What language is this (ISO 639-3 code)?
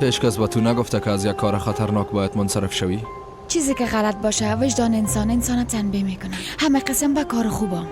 fas